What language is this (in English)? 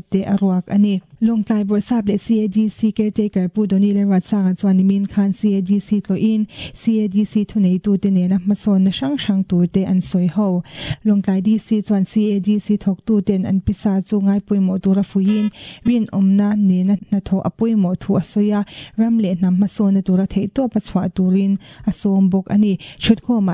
Mizo